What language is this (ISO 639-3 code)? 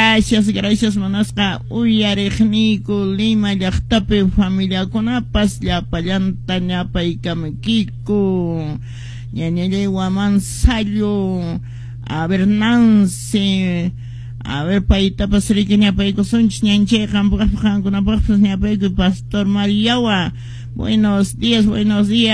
que